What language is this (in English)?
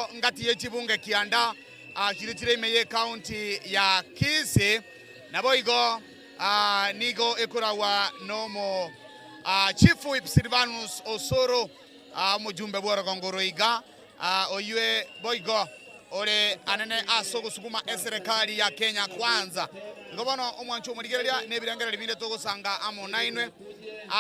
Gusii